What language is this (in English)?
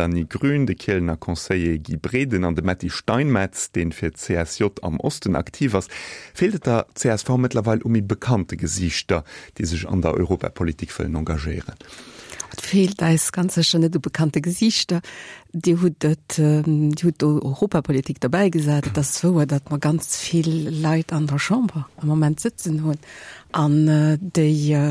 Luxembourgish